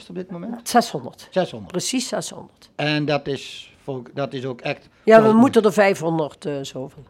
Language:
Dutch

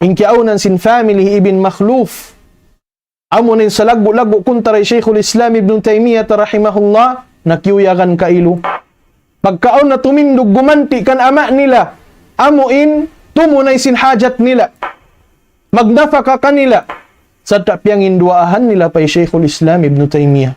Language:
Tausug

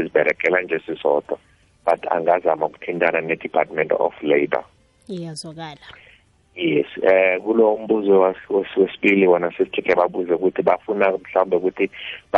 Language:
South Ndebele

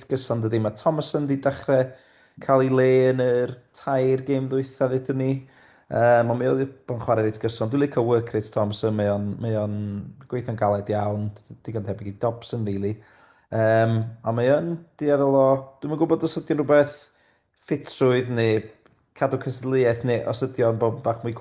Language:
Welsh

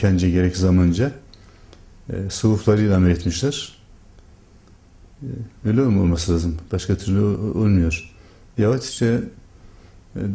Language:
Turkish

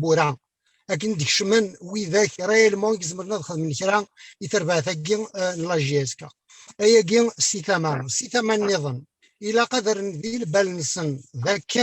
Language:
Kabyle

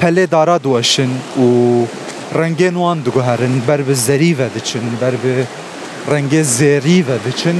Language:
Kurdish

